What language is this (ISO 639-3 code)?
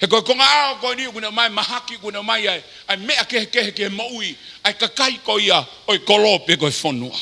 ton